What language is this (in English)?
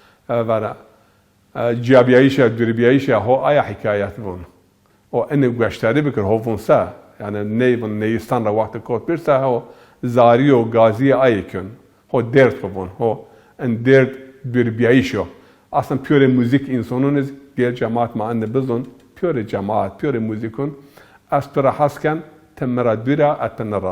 Zaza